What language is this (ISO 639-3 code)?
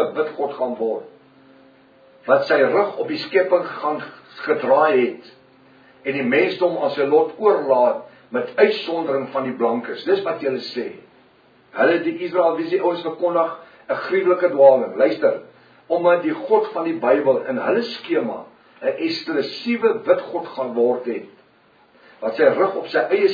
afr